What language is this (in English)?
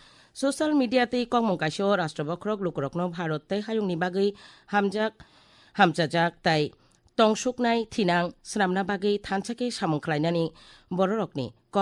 Kok Borok